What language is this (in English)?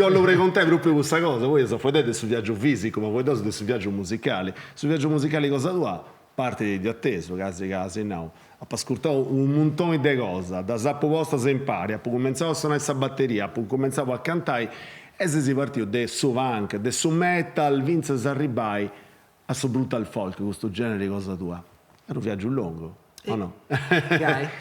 Sardinian